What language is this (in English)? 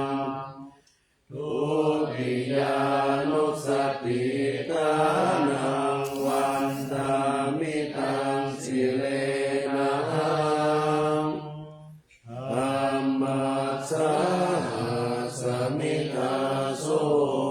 Pali